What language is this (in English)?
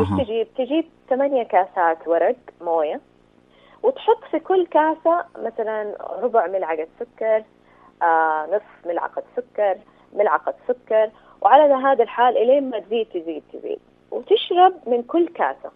Najdi Arabic